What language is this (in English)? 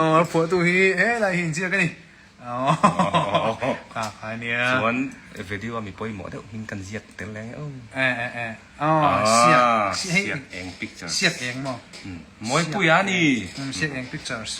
Mizo